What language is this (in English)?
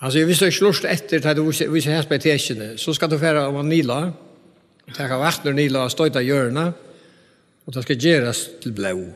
Faroese